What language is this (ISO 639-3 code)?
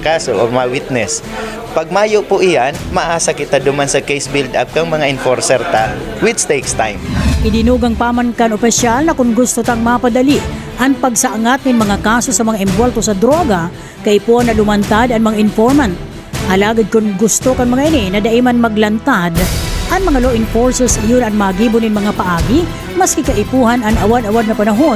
bik